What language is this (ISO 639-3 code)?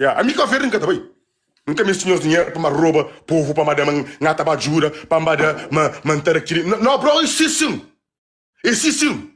kea